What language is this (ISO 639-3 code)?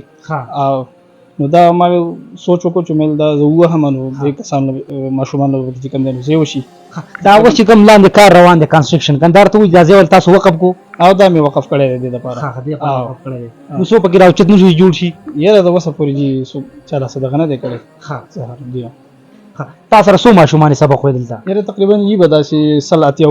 pus